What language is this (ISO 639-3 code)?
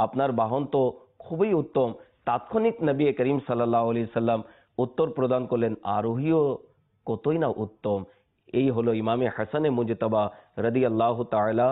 ben